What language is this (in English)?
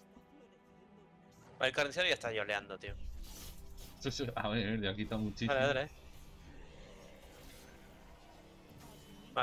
Spanish